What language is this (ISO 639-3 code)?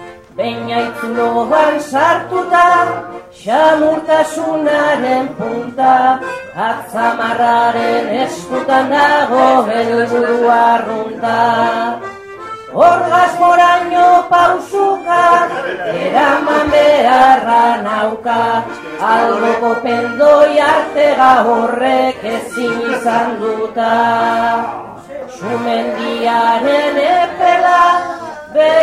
eus